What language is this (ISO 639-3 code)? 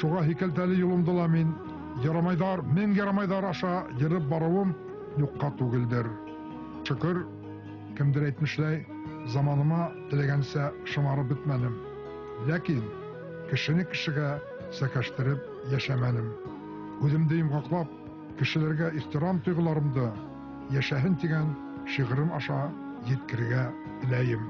bak